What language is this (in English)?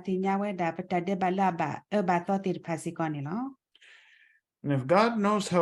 S'gaw Karen